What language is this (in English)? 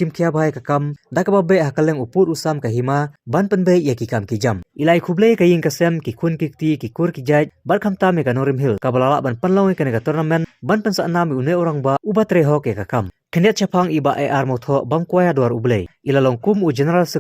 Khasi